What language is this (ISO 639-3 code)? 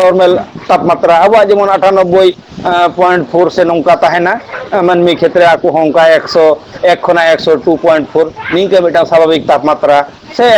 sat